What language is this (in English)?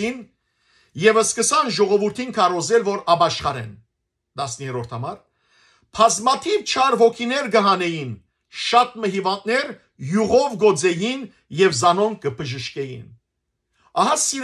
Western Armenian